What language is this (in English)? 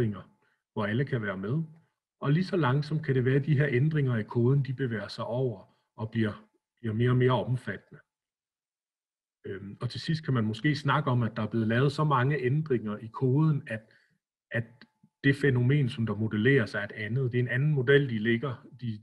Danish